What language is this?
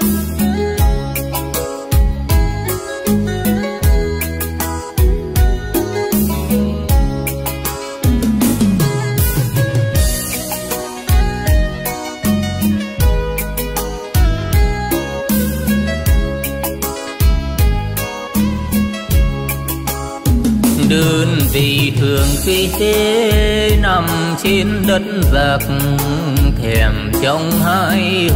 Vietnamese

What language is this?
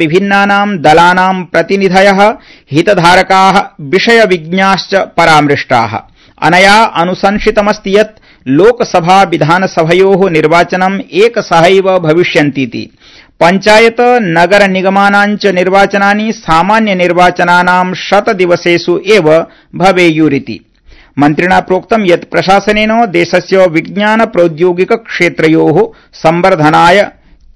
Sanskrit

